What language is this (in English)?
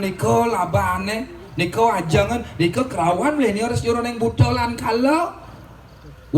Balinese